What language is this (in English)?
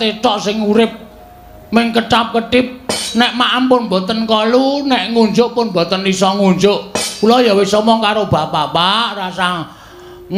Javanese